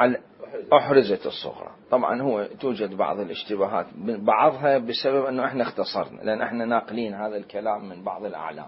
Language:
Mesopotamian Arabic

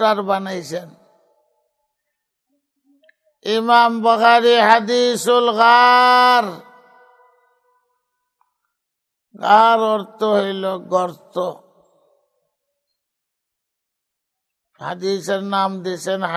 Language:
Bangla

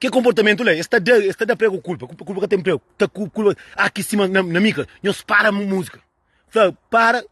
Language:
Kabuverdianu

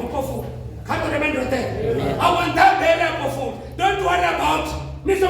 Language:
Venda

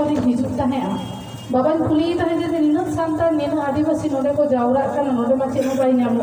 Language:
Santali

